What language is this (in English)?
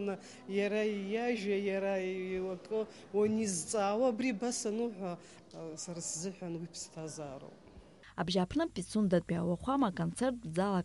Abkhazian